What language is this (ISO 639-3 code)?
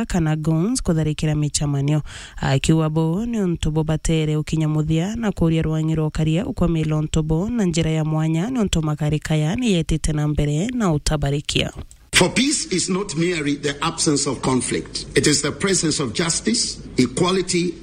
mer